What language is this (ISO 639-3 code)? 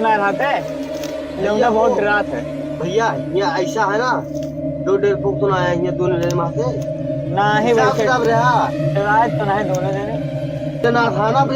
awa